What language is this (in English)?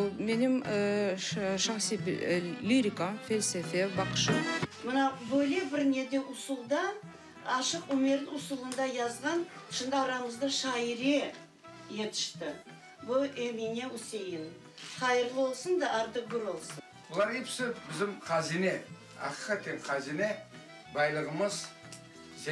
Crimean Tatar